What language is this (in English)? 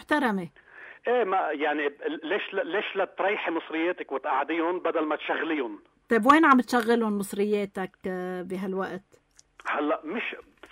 North Levantine Arabic